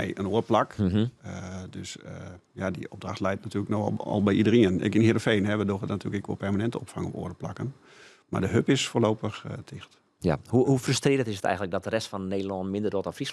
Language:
Western Frisian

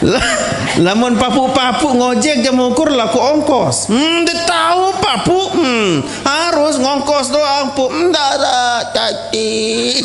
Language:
Sasak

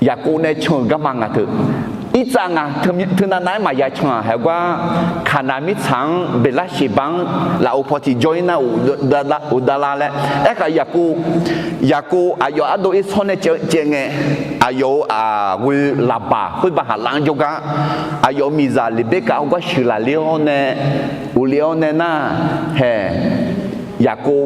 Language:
Akha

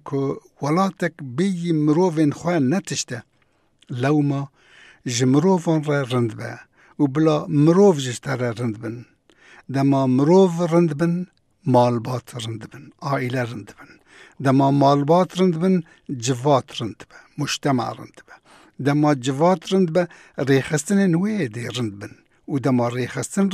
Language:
Kurdish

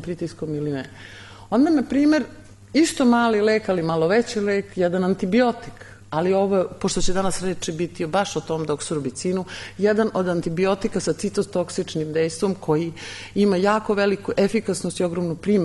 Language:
Serbian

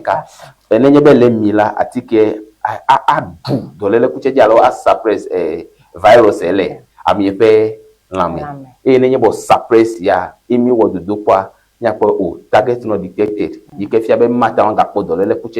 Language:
Ewe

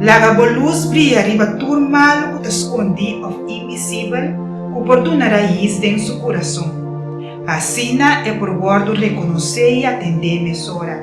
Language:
Papiamento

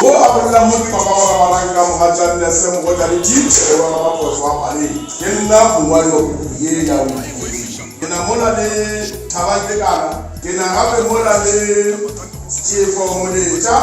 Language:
Tswana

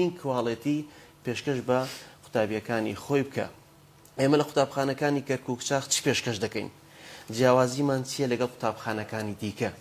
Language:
Central Kurdish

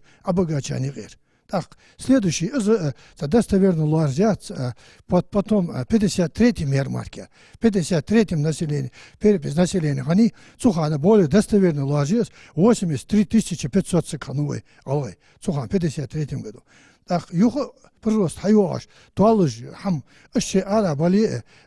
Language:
Ingush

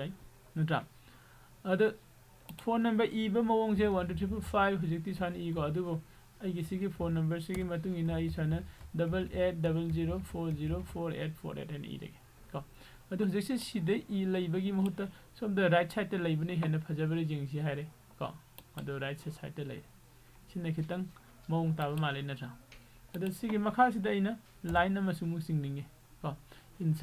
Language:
Manipuri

